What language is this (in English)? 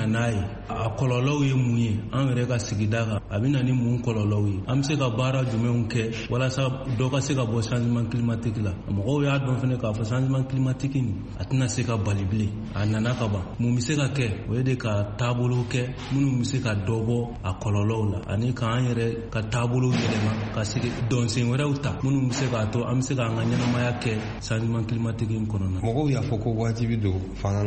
Bambara